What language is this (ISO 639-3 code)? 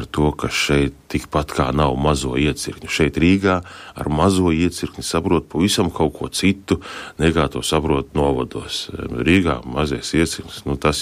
lav